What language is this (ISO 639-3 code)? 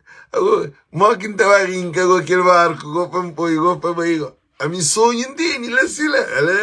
kea